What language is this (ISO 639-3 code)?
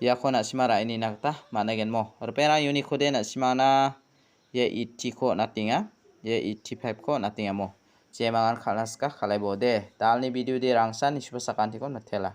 grt